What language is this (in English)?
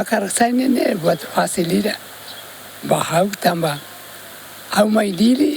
Tetum